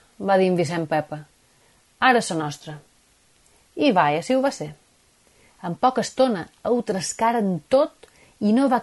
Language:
Catalan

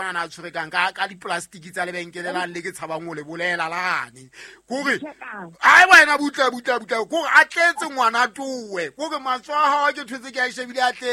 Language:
Southern Sotho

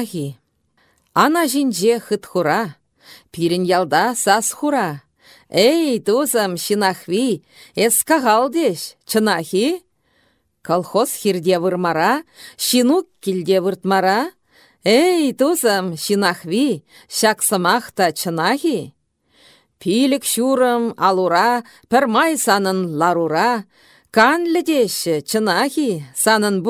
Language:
Chuvash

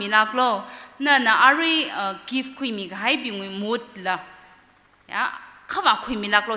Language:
Tangkhul Naga (India)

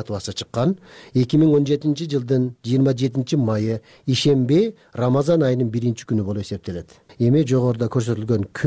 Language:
Kyrgyz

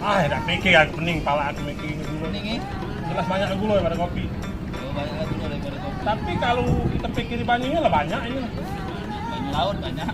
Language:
Musi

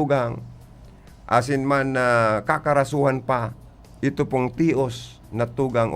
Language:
Bikol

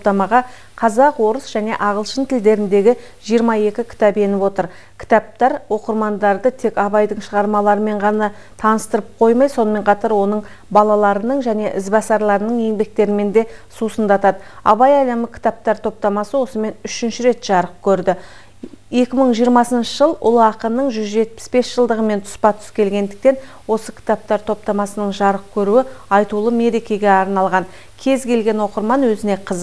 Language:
Kazakh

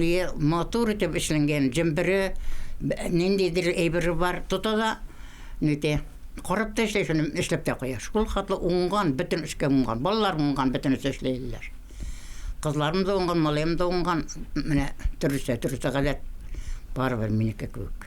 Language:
Bashkir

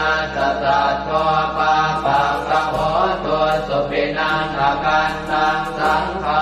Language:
Pali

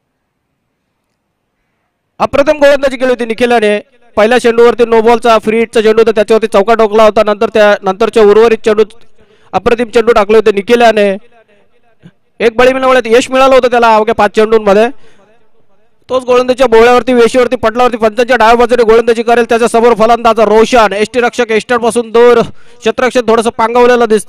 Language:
Marathi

